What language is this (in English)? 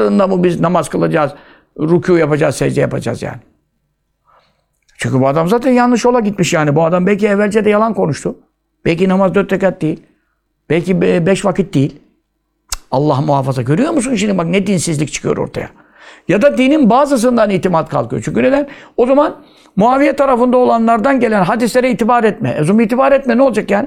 Turkish